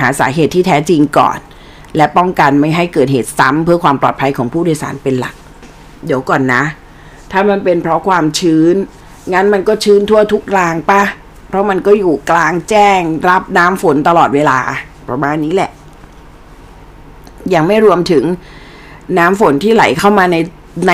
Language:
Thai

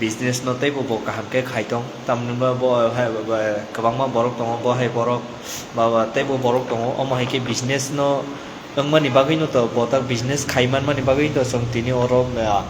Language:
Kok Borok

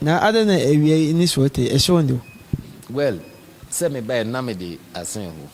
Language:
Akan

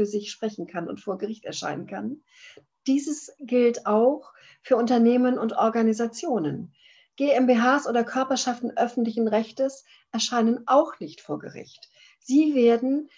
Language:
German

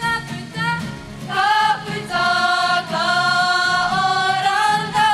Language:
Māori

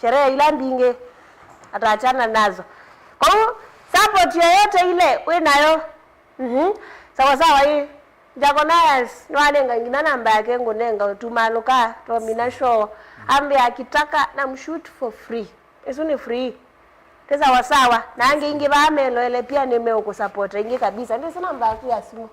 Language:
Kamba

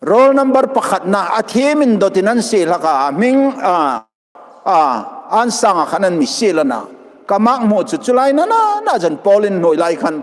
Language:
Hmar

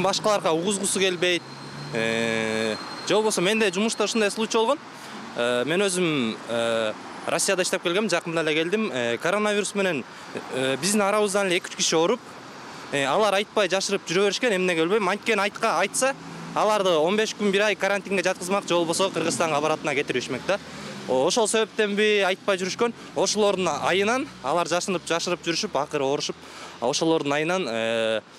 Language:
Kyrgyz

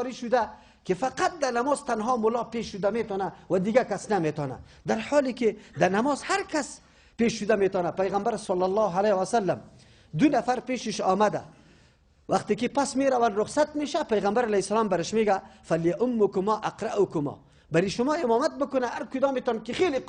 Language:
Persian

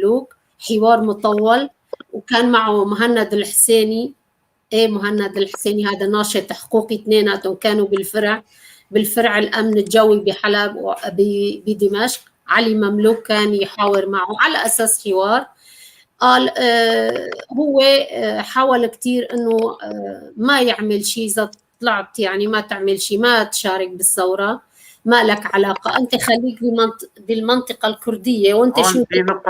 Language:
North Levantine Arabic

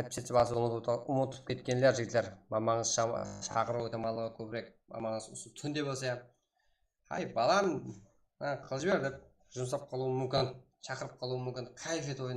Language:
Kara-Kalpak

